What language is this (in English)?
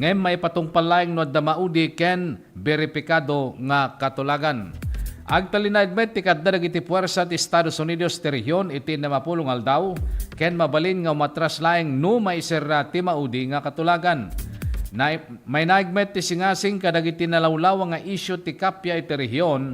Iloko